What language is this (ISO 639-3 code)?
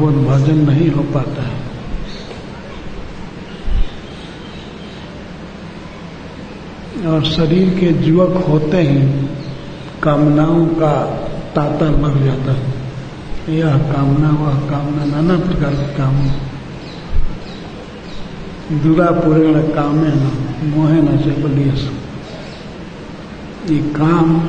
hin